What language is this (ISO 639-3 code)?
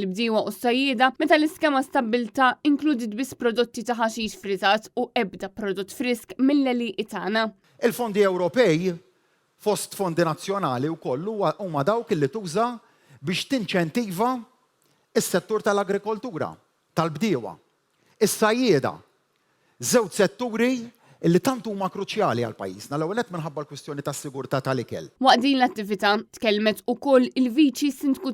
mlt